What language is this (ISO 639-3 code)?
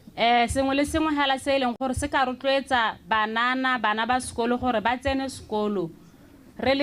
tsn